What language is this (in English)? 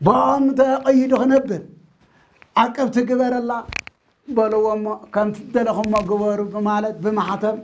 Tigrinya